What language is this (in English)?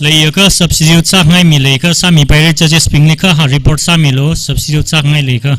Tangkhul Naga (India)